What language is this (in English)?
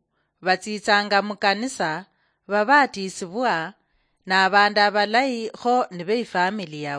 Luyia